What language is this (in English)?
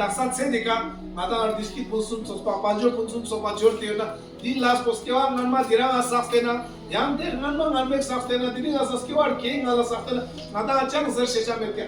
Tibetan